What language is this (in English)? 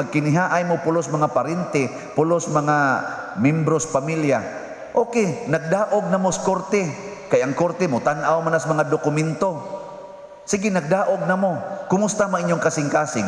Cebuano